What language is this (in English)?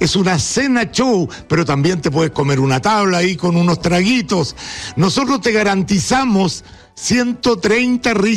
Spanish